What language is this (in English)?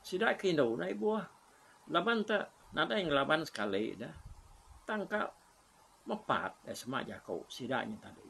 Iban